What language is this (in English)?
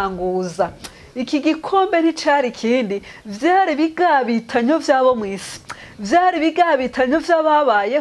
Rundi